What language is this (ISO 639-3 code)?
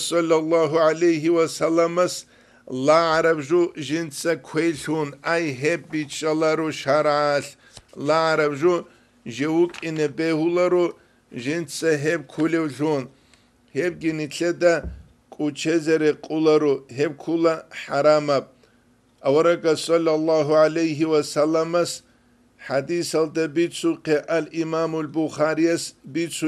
ava